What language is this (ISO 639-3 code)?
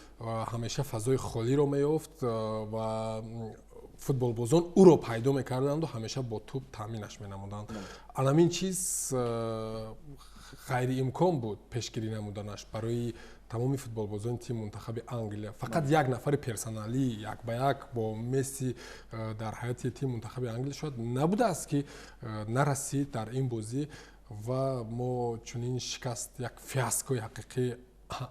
tgk